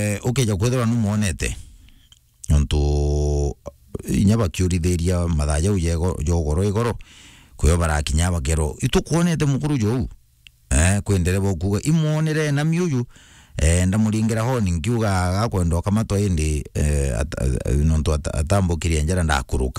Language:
Meru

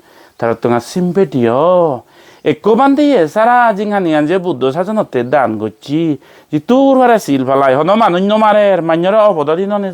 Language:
Chakma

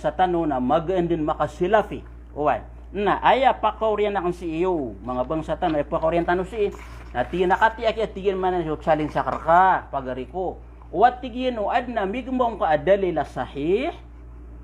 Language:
Maranao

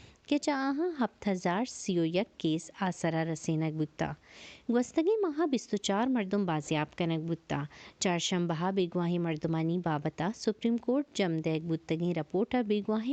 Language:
Baluchi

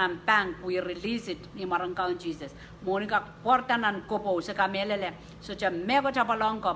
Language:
Pohnpeian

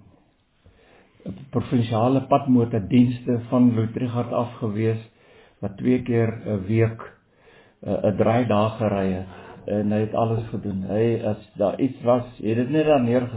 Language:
Afrikaans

